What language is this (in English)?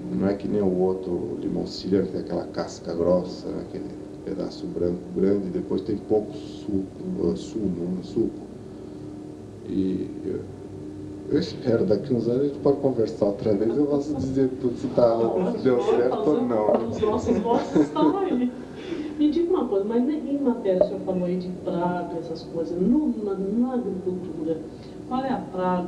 Portuguese